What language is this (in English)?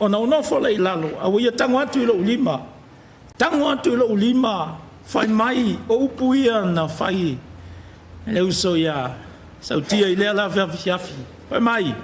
Samoan